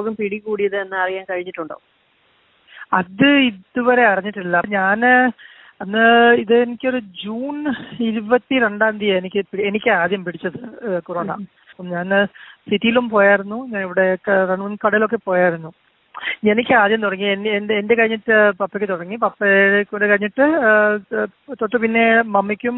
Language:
Malayalam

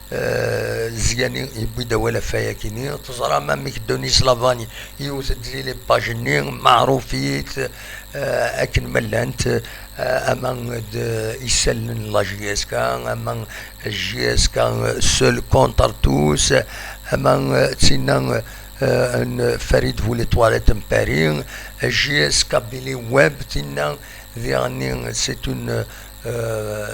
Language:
Kabyle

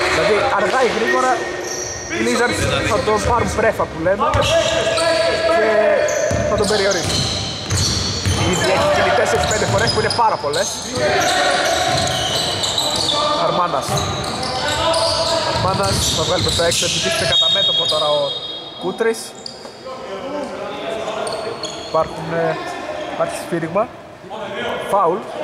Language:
Greek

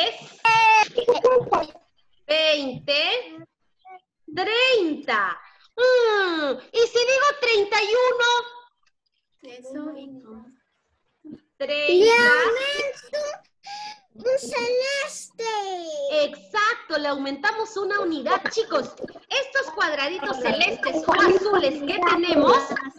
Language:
Spanish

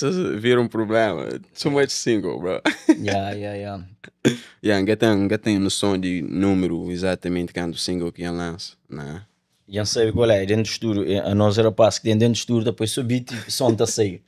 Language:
Kabuverdianu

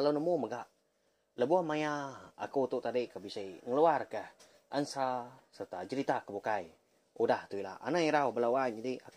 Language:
Iban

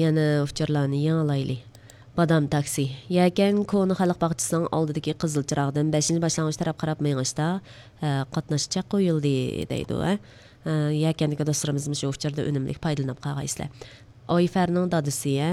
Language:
Uyghur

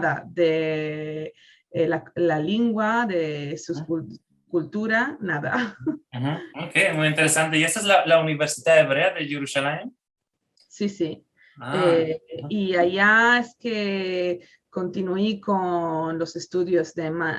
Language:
Ladino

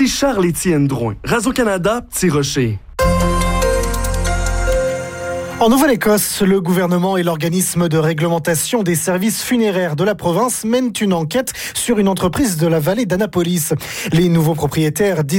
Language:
French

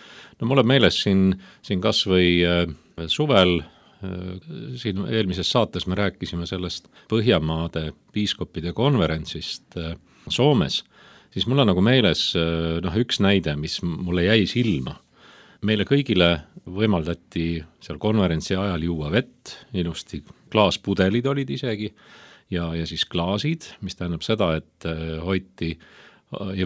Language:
Estonian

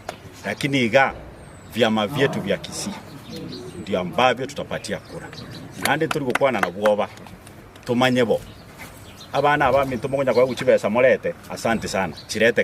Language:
Gusii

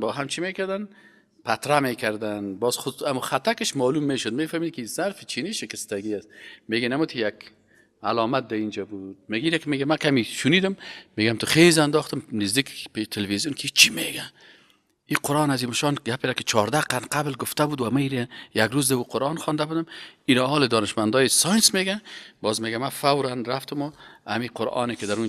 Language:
Persian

